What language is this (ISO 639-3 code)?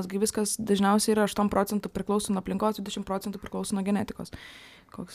lit